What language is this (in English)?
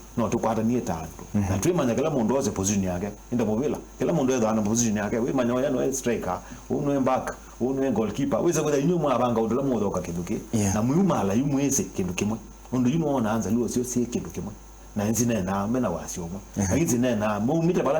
Kamba